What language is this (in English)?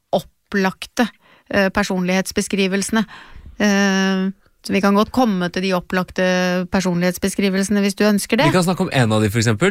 Norwegian